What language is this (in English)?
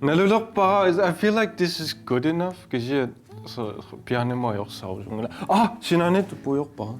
Kalaallisut